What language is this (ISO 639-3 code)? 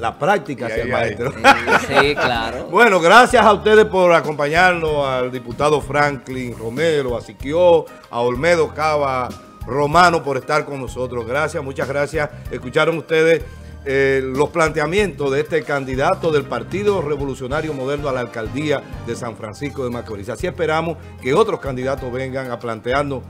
spa